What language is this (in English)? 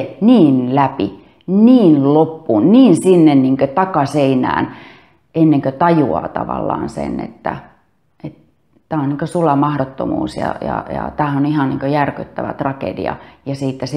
Finnish